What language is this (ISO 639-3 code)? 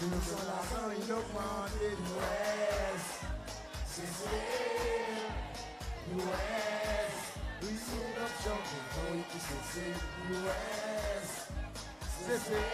crs